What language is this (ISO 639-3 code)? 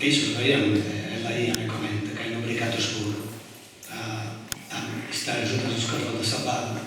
srd